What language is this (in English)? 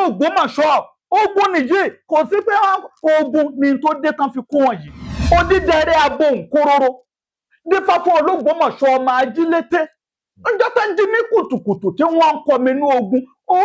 Yoruba